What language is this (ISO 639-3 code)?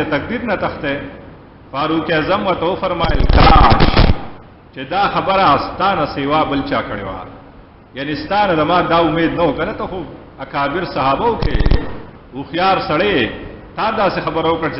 pus